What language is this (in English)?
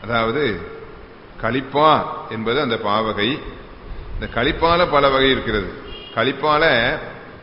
Tamil